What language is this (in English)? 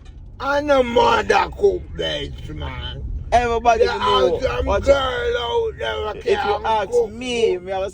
Jamaican Creole English